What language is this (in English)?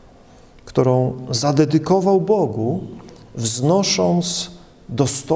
Polish